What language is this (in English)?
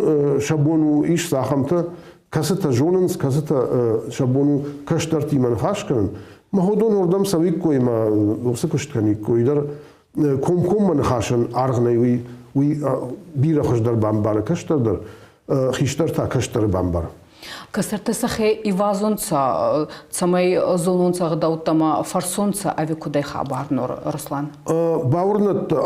Ossetic